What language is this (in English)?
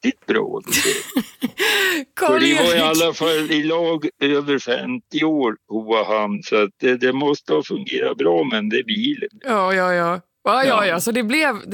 Swedish